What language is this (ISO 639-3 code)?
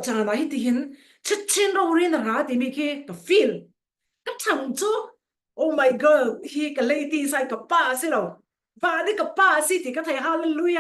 cfm